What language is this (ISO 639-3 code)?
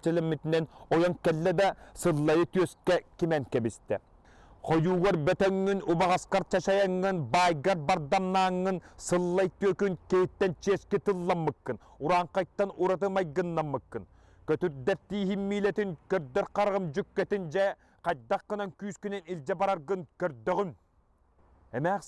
sah